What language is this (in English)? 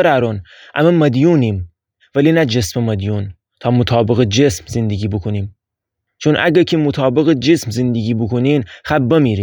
Gilaki